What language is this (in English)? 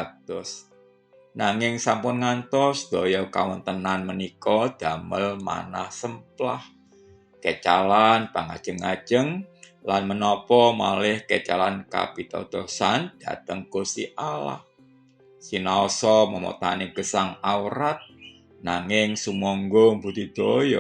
Javanese